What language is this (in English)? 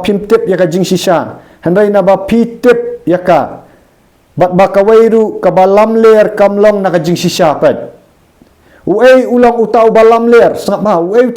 Khasi